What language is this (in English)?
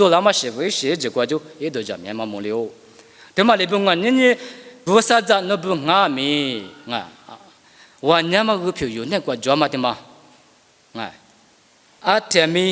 Lisu